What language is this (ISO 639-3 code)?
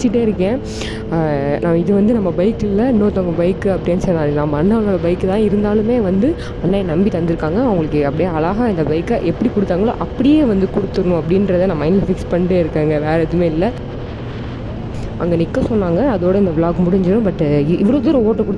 tam